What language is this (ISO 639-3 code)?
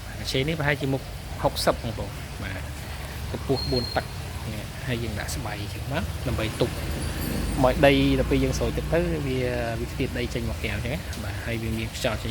khm